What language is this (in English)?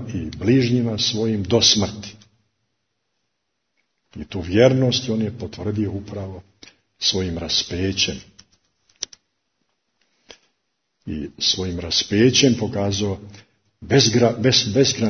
Croatian